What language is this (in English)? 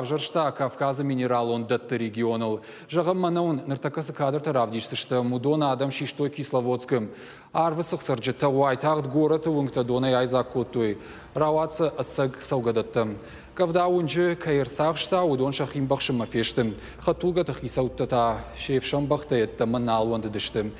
Ossetic